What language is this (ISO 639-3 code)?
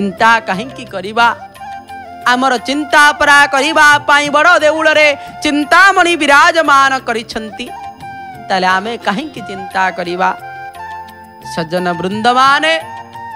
ori